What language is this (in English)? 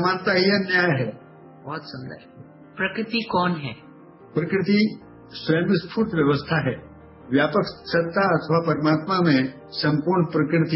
Hindi